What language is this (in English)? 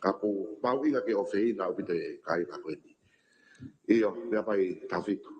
Tongan